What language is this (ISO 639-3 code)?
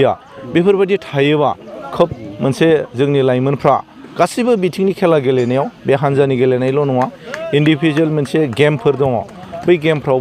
brx